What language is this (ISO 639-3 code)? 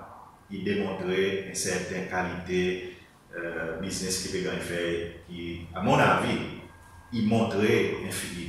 crs